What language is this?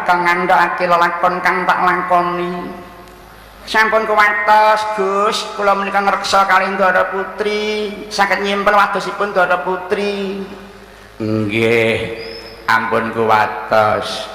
Javanese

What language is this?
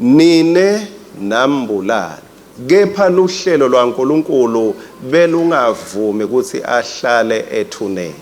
Swati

